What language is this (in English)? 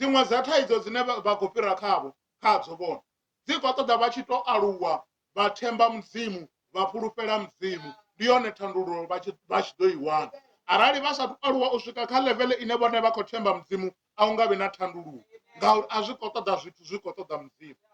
Venda